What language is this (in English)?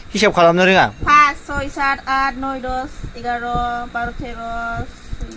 Bodo